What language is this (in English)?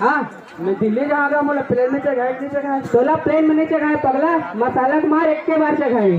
Chhattisgarhi